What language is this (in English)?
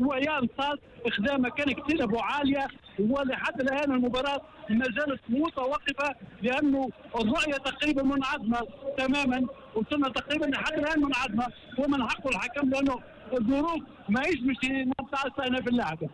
Tunisian Arabic